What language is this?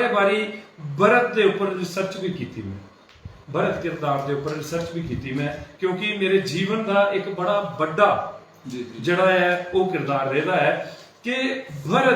Dogri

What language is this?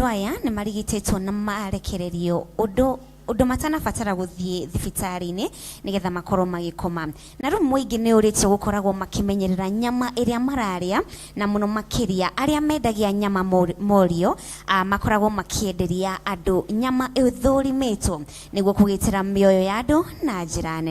Kikuyu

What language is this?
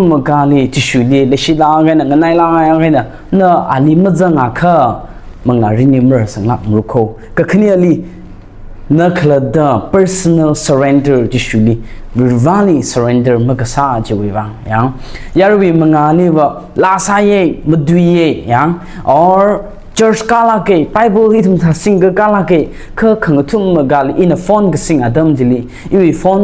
Tangkhul Naga (India)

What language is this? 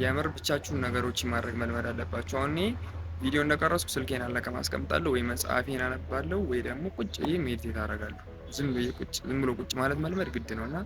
Amharic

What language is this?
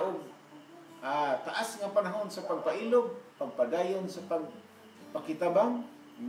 Cebuano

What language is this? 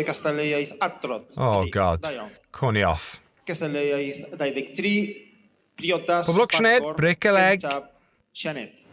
Welsh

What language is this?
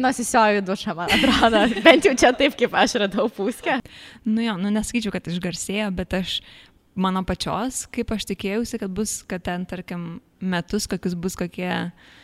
Lithuanian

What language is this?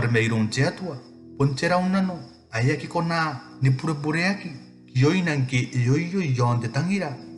Gilbertese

